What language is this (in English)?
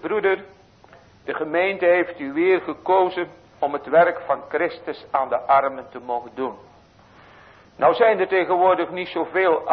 Dutch